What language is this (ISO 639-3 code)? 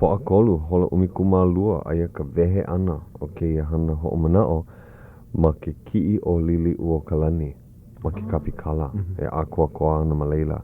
haw